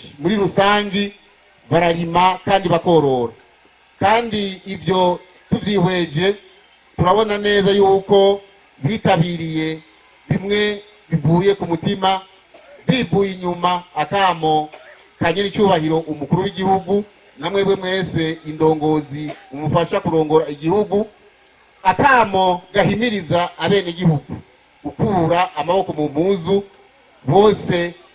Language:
Rundi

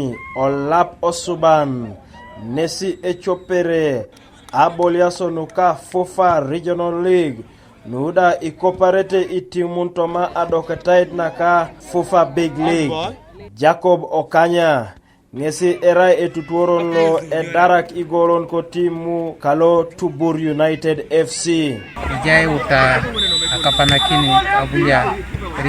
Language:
Teso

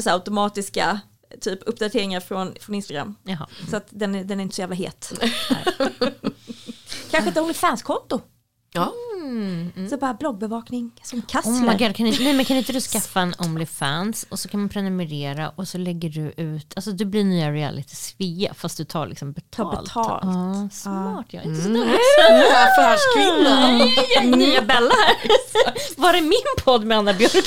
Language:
Swedish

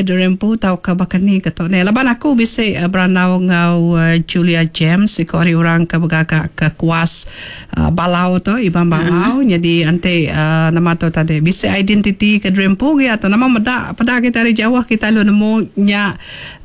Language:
Iban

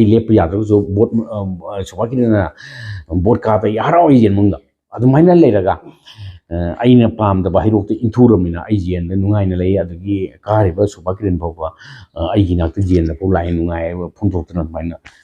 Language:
Manipuri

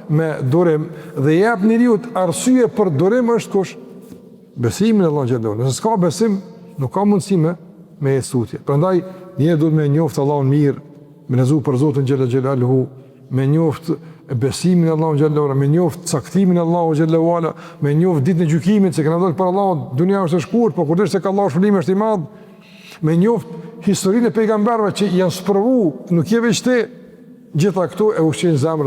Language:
Albanian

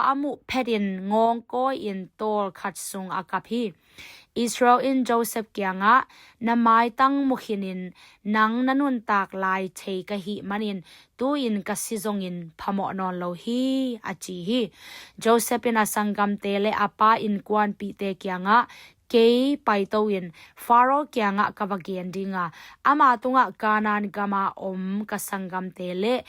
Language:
Tedim Chin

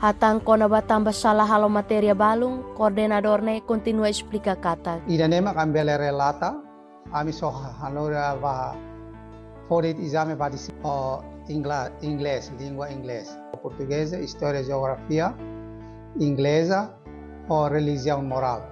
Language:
Tetum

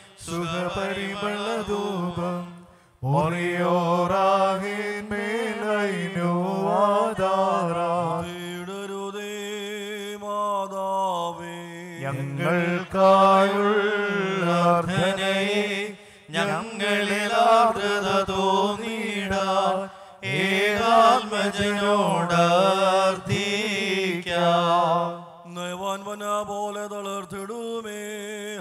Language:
Malayalam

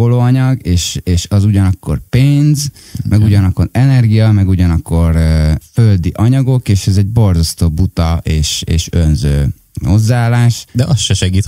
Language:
Hungarian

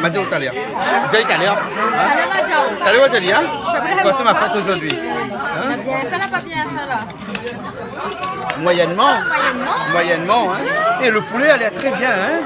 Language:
Réunion Creole French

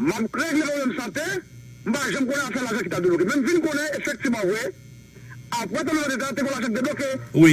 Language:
Haitian Creole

